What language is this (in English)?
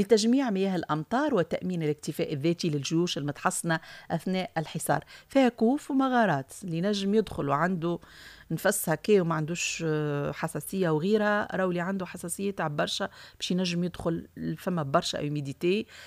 Tunisian Arabic